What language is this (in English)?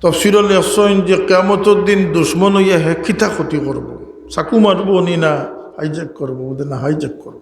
Sylheti